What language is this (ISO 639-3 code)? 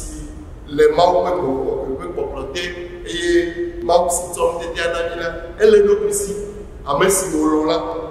ewe